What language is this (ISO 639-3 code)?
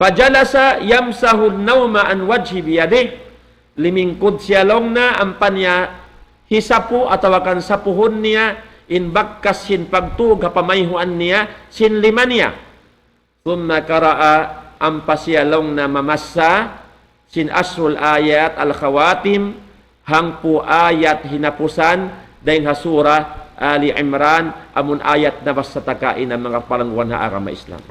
tsg